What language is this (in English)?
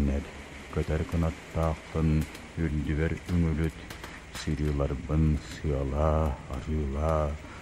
Yakut